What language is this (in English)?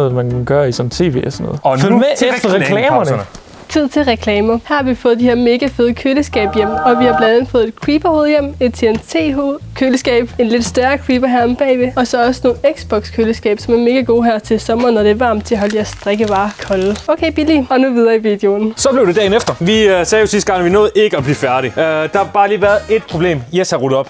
Danish